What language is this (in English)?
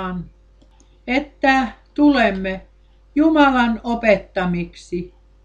Finnish